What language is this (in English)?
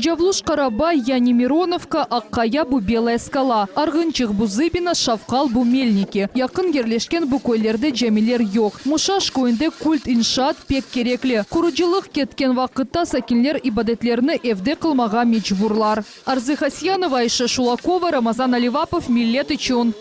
Crimean Tatar